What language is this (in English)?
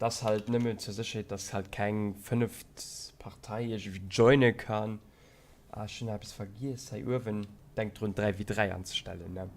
Luxembourgish